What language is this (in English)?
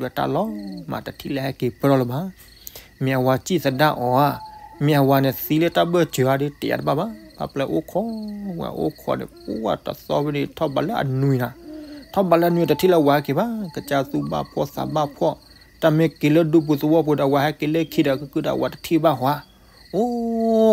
S'gaw Karen